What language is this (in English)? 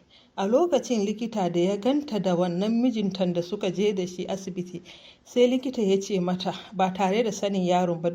Hausa